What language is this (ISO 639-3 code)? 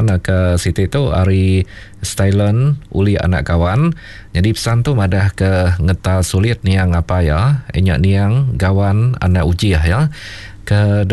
iba